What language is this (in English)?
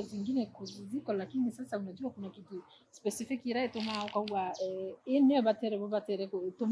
Meru